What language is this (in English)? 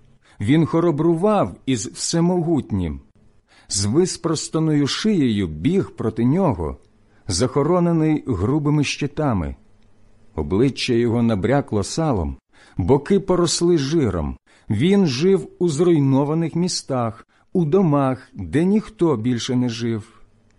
Ukrainian